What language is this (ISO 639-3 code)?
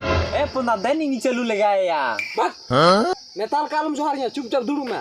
sat